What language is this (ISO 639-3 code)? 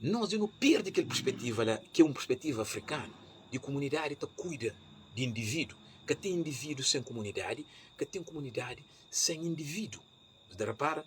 kea